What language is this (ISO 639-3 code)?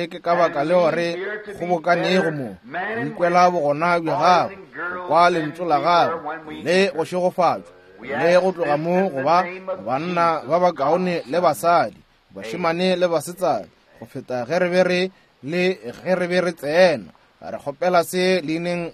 nso